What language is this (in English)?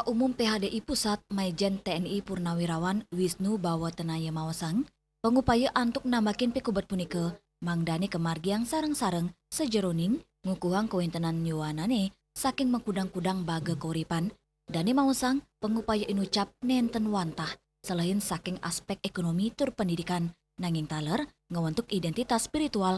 Balinese